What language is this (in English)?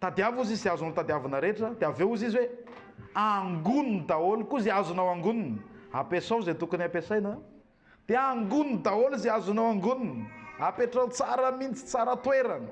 Malagasy